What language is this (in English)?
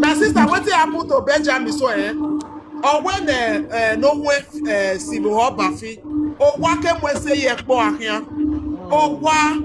Nigerian Pidgin